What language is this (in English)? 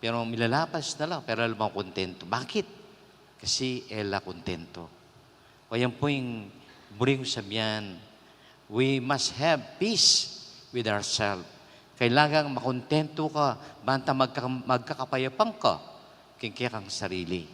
Pampanga